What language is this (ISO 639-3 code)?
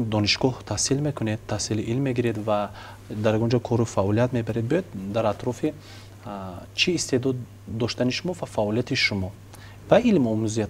tgk